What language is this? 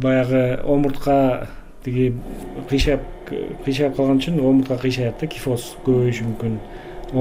Kyrgyz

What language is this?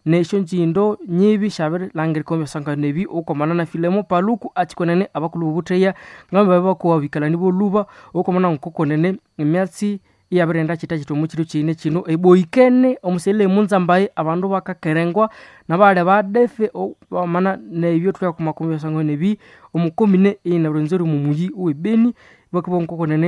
Nande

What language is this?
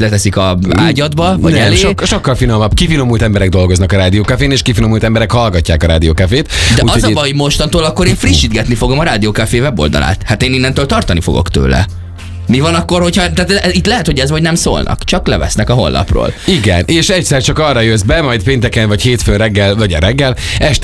Hungarian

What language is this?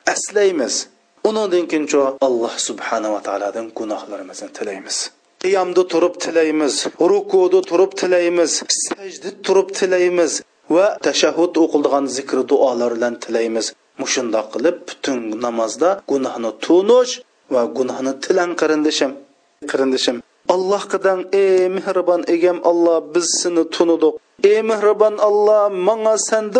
Uyghur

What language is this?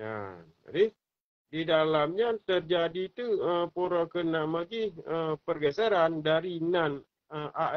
Achinese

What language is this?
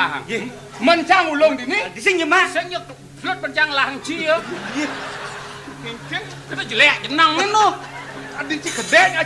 Balinese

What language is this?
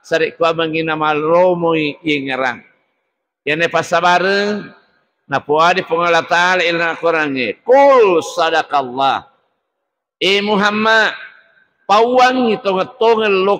Buginese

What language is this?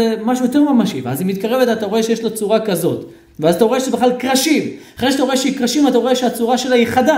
Hebrew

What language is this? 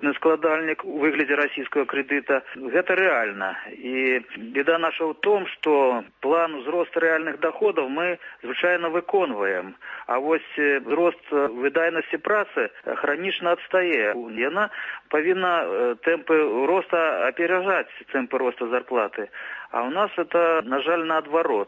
Belarusian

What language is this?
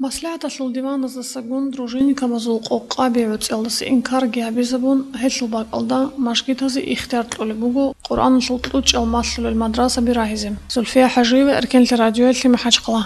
Avaric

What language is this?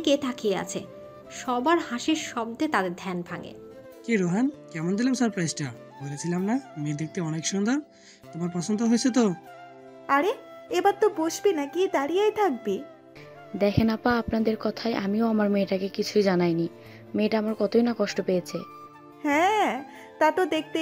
Bangla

